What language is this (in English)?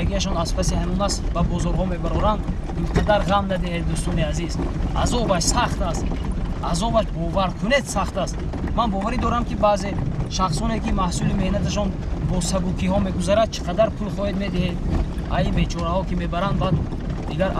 Tajik